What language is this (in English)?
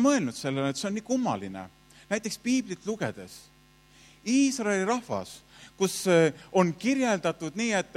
Estonian